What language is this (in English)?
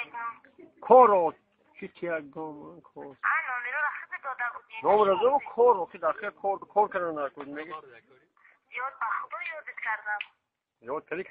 Tajik